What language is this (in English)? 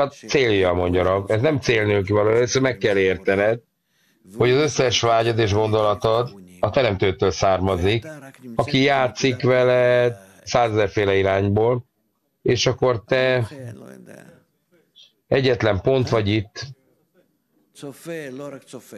Hungarian